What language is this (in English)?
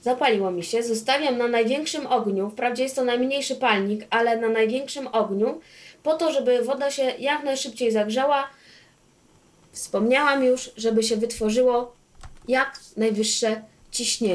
Polish